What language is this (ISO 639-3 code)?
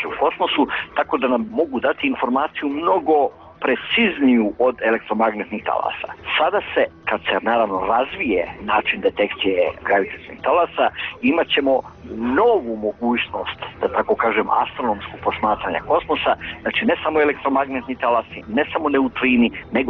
bos